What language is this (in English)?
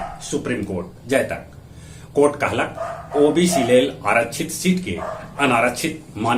Magahi